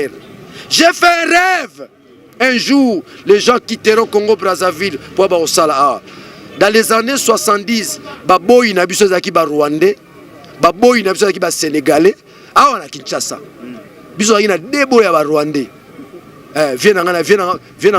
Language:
Lingala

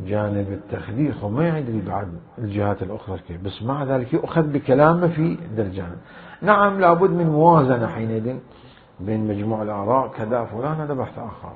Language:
Mesopotamian Arabic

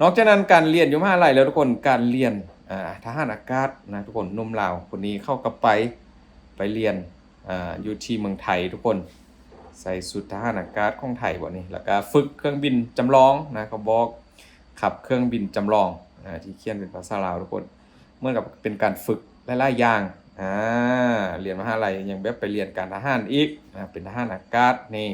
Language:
Lao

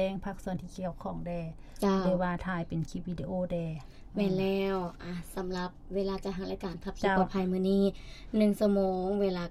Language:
Lao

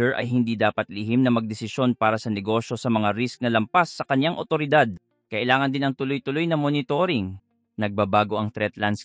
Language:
Filipino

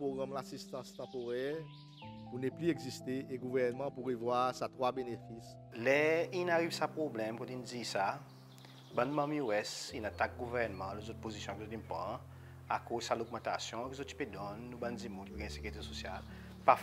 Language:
Seselwa Creole French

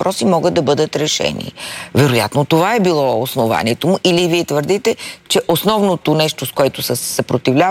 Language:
Bulgarian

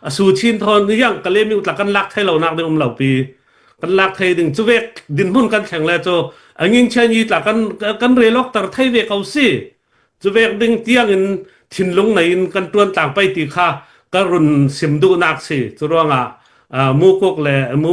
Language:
Hakha Chin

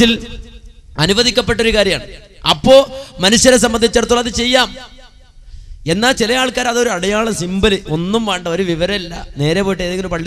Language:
Malayalam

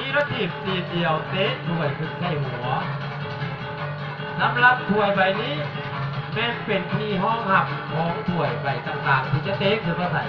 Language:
Lao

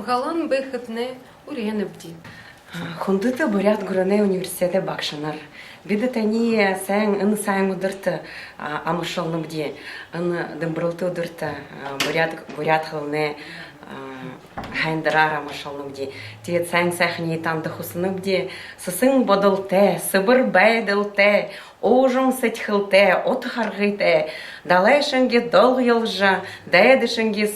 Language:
Buriat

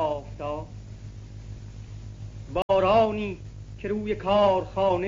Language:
Persian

